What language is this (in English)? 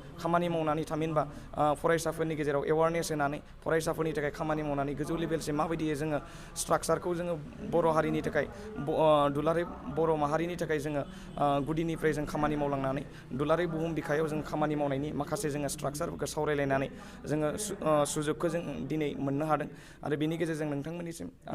Bodo